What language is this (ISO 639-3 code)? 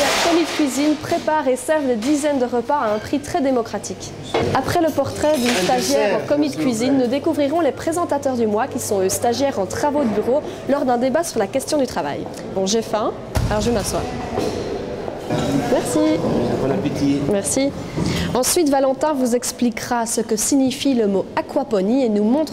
fra